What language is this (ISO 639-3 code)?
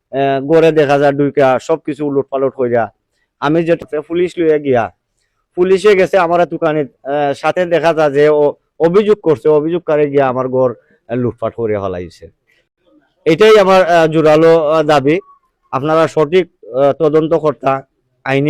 syl